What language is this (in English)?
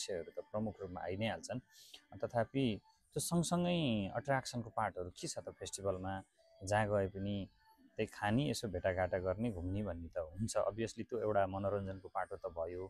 Nepali